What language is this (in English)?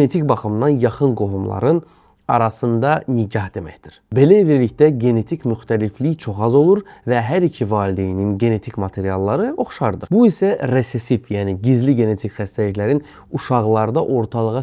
Azerbaijani